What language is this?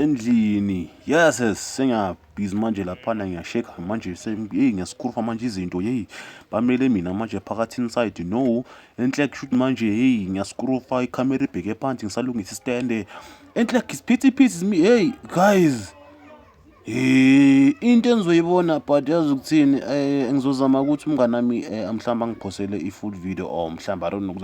Zulu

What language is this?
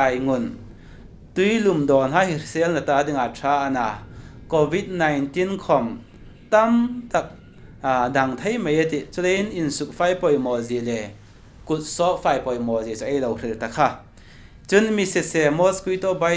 Hmar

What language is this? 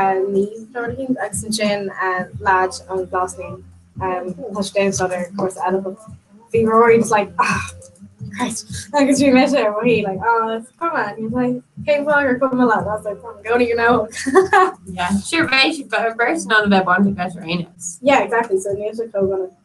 Irish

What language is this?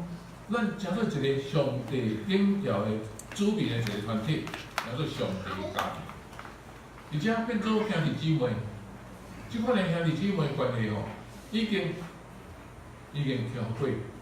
Min Nan Chinese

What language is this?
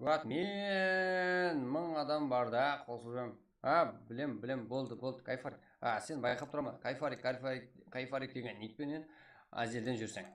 Kara-Kalpak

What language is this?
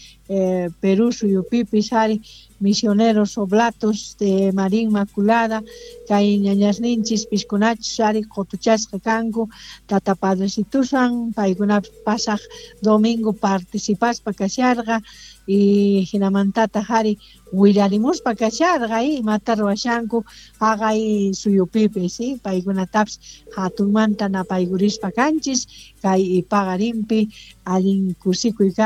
South Bolivian Quechua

